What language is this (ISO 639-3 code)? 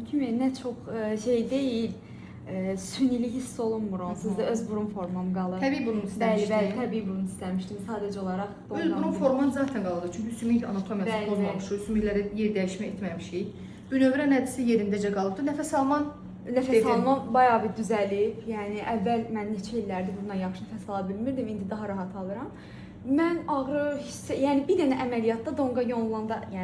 aze